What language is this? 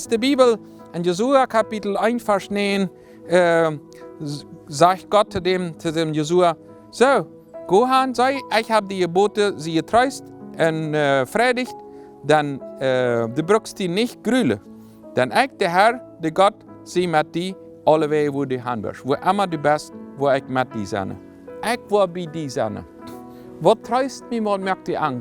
Plautdietsch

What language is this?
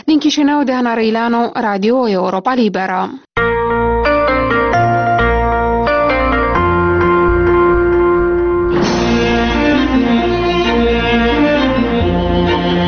Romanian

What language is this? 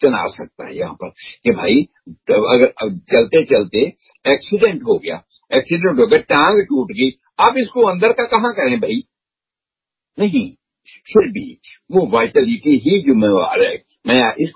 Hindi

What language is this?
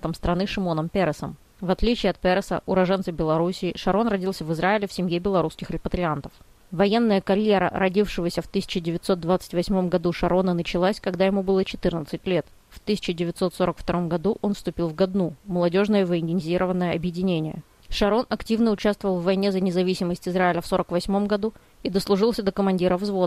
Russian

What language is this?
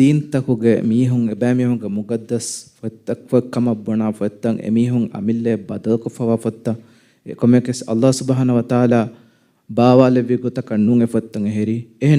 Divehi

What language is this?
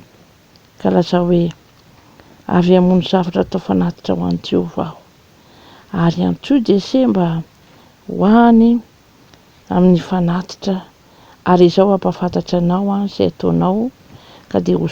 Malagasy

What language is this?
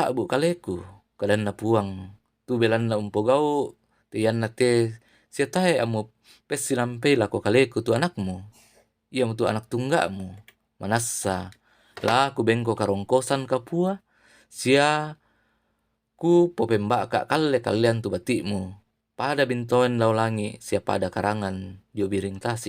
Toraja-Sa'dan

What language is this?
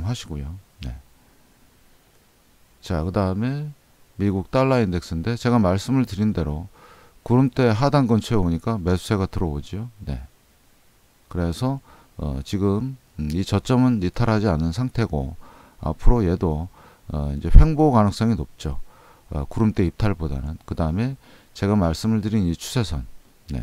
Korean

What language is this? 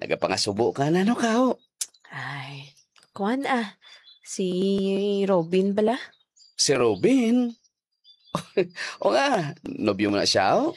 Hiligaynon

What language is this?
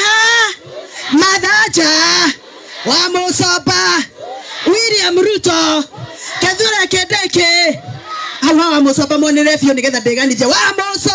Kikuyu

